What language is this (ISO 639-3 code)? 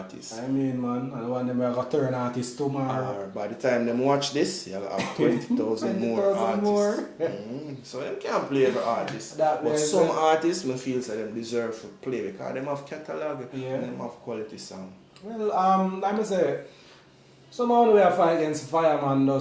jam